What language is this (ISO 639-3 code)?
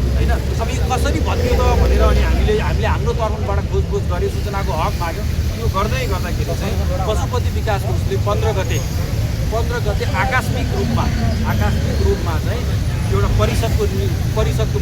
nep